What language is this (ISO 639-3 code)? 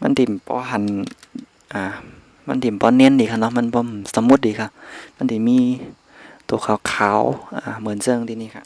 shn